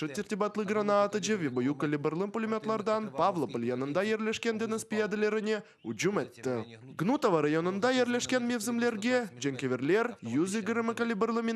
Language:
Crimean Tatar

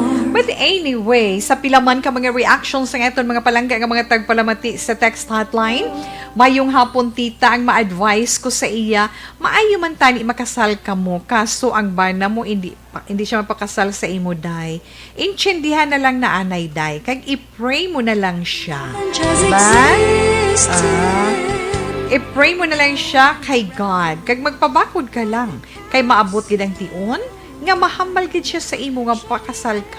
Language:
Hiligaynon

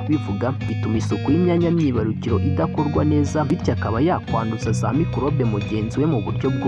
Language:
Kinyarwanda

